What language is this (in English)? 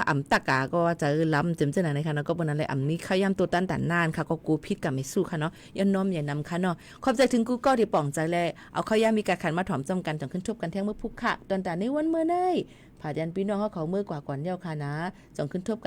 Shan